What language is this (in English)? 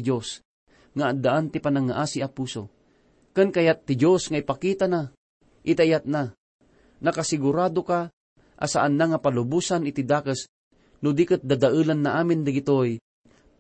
Iloko